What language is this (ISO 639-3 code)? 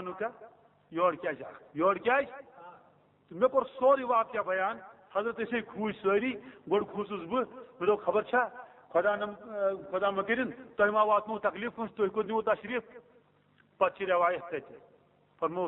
kas